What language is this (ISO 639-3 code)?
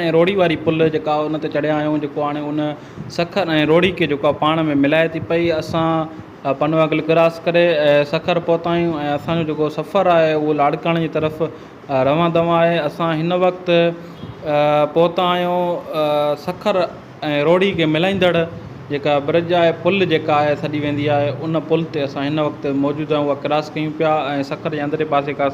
snd